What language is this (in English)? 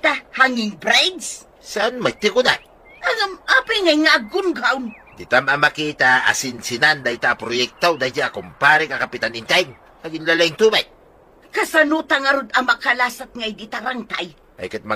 Iloko